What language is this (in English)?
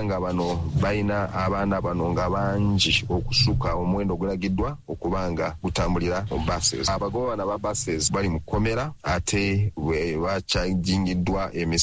Ganda